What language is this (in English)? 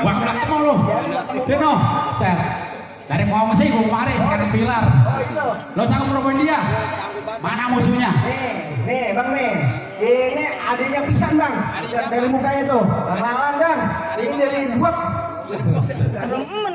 Betawi